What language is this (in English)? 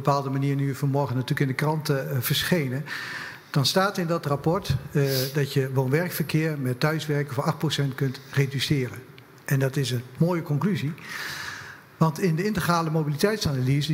Dutch